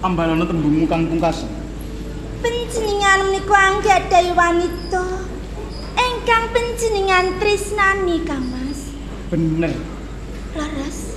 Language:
Javanese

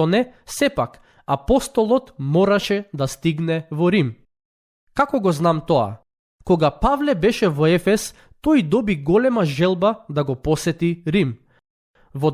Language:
Macedonian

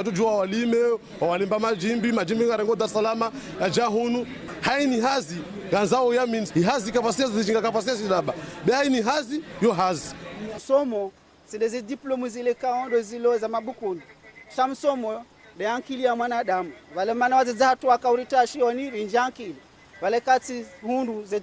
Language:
Ngazidja Comorian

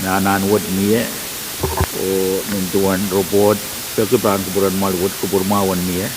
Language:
Pohnpeian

